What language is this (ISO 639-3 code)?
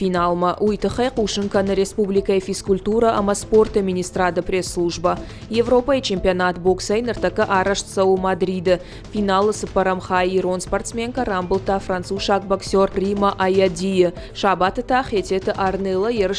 oss